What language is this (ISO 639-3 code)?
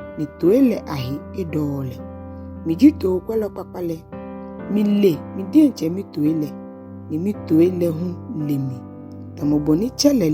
gaa